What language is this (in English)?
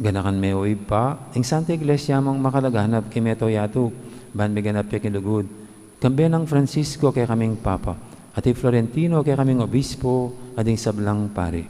Pampanga